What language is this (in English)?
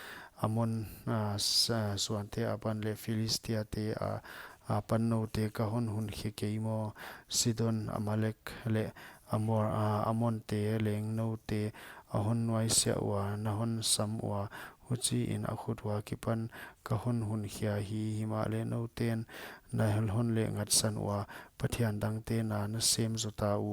Paite Chin